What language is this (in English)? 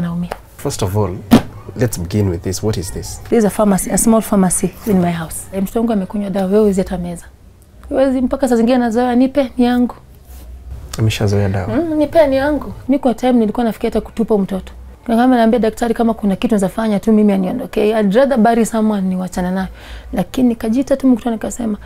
Swahili